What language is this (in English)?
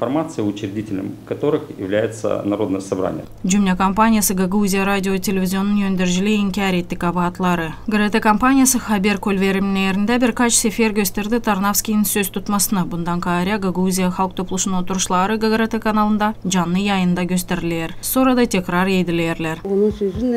Gagauz